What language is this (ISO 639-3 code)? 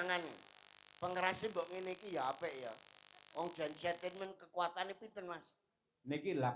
jav